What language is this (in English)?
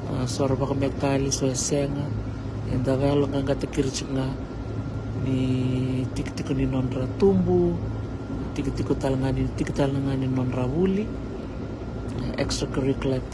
Fijian